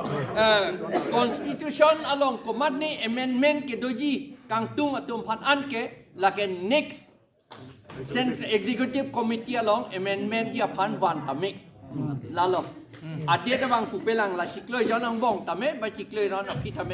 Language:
Karbi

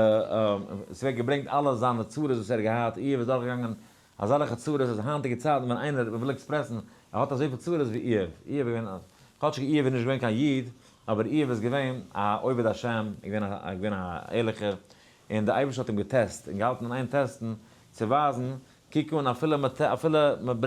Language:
Yiddish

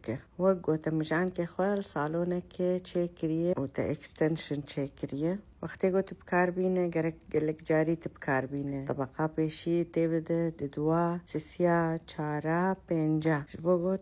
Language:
Kurdish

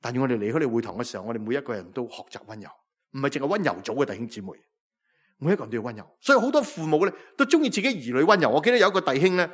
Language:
Cantonese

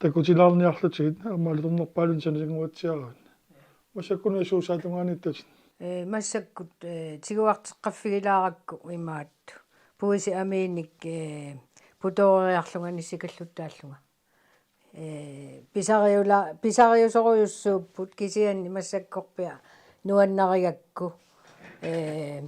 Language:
Kalaallisut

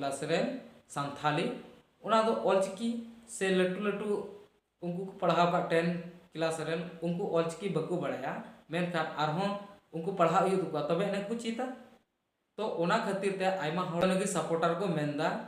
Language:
Santali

